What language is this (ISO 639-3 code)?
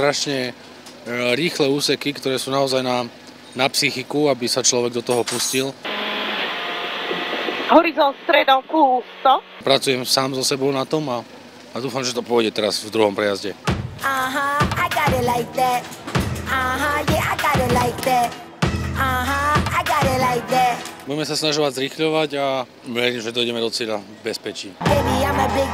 slk